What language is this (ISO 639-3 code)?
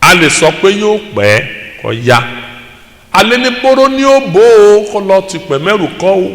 yor